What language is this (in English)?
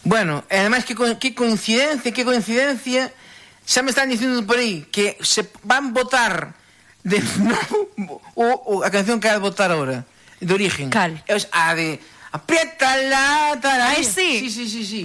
Galician